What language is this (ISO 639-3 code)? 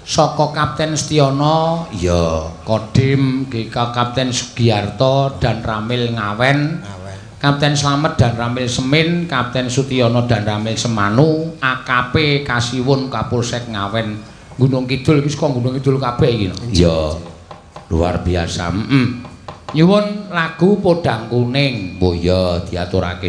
jav